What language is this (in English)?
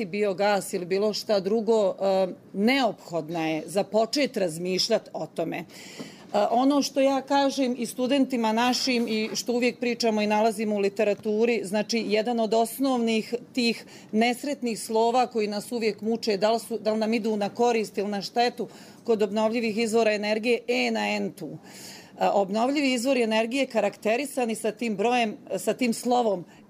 Bosnian